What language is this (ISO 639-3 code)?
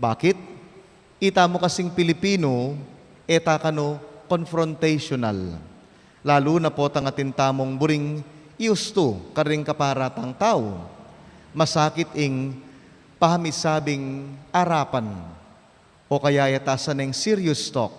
pam